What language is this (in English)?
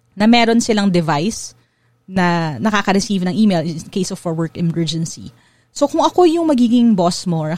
Filipino